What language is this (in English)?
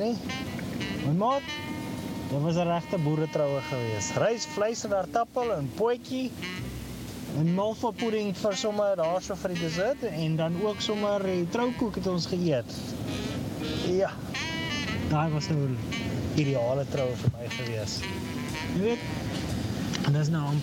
Afrikaans